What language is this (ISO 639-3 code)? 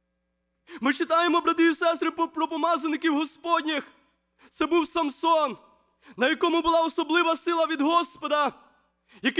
ukr